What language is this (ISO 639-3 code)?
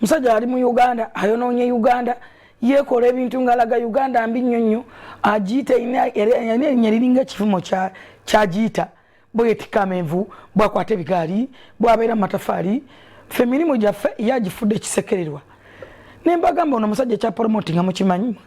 lug